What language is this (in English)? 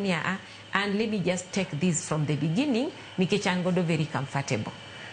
Luo (Kenya and Tanzania)